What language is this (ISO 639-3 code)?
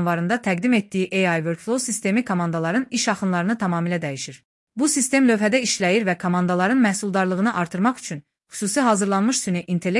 aze